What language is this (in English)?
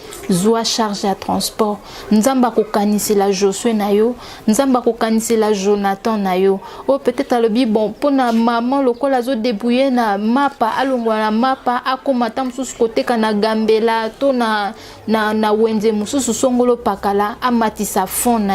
Lingala